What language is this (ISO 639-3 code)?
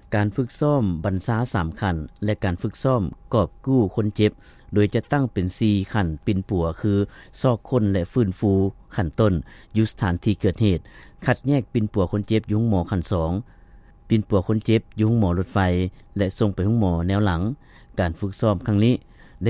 lao